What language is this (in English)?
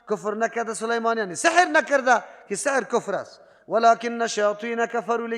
Persian